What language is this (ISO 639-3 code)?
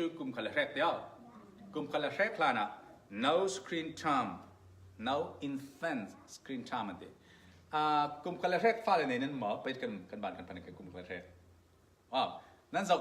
cfm